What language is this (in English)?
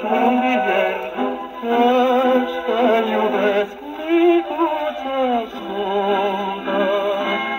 Romanian